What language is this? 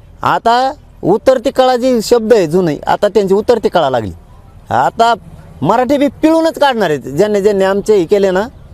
Marathi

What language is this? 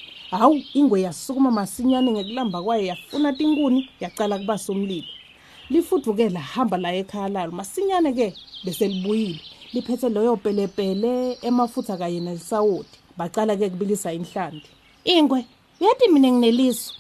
Swati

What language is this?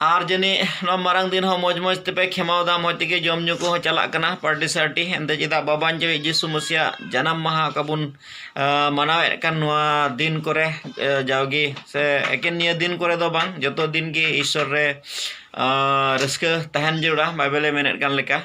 Santali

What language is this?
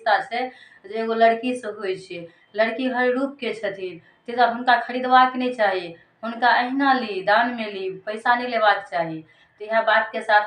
Maithili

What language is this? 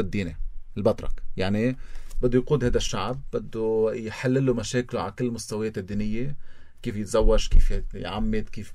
North Levantine Arabic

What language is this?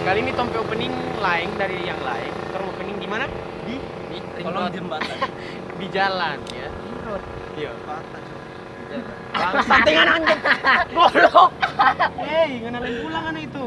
Manado Malay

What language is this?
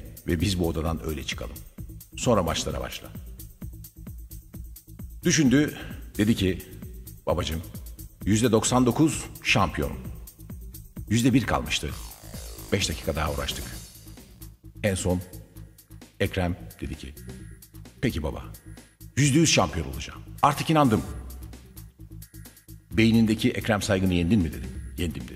Turkish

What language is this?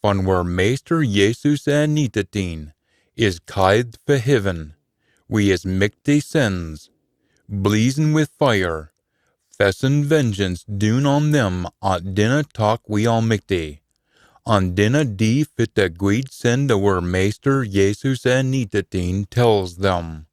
Scots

